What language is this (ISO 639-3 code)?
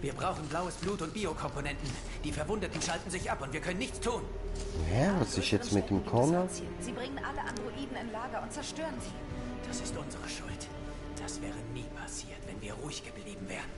gsw